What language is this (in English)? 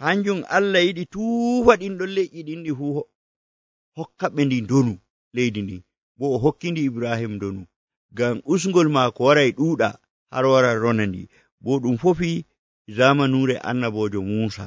Nigerian Fulfulde